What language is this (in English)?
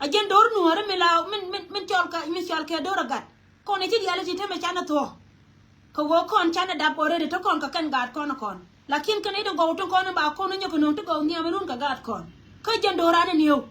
Nuer